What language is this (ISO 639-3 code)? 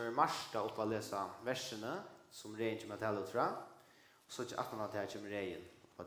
fao